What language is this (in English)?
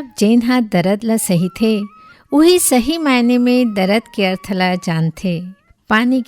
Chhattisgarhi